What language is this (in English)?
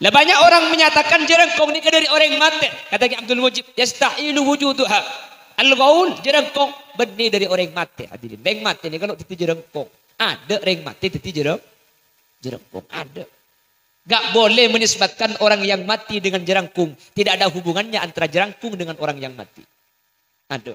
Madurese